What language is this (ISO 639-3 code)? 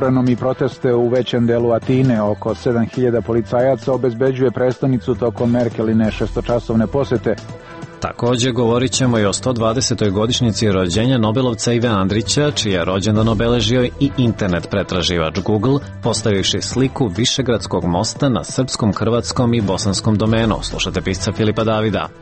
srp